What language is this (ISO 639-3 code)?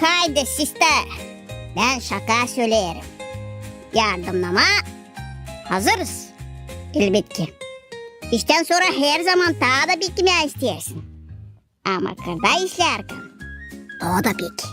gag